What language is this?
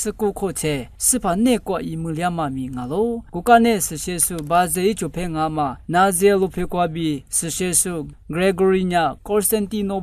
Lisu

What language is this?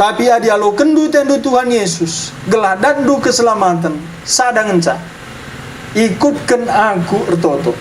Batak Karo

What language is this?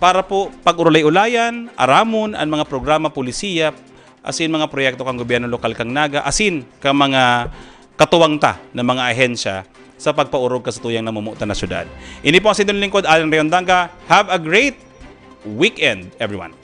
Bikol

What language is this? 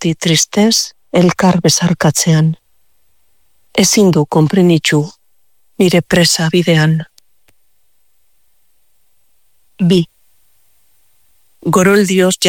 Basque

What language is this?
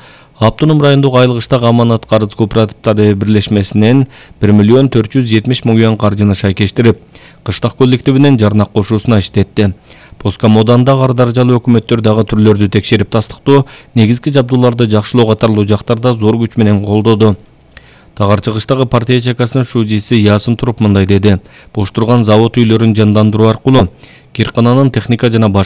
Kyrgyz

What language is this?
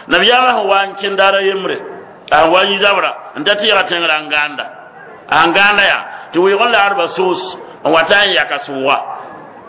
Mossi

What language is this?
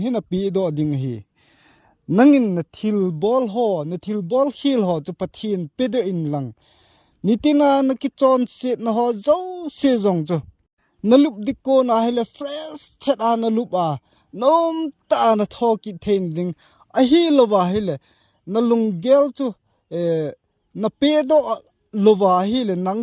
Thado Chin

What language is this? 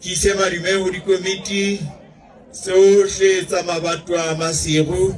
Southern Sotho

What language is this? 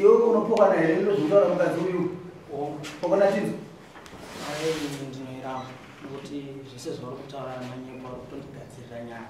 Shona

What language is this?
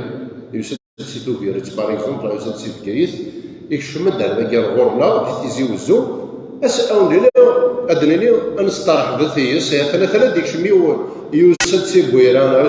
Kabyle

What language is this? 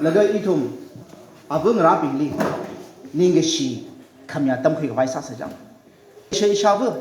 Tangkhul Naga (India)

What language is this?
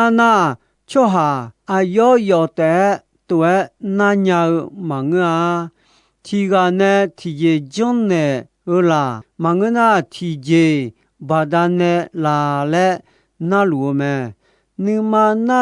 Akha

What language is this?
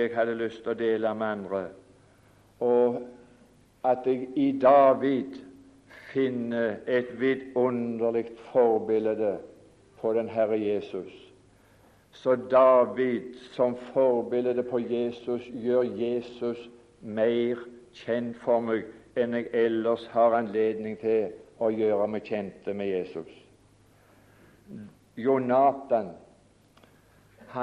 Norwegian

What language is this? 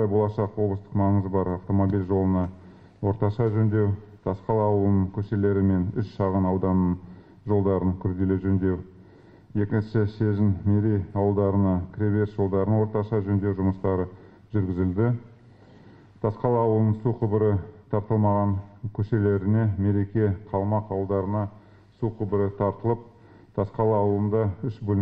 Kazakh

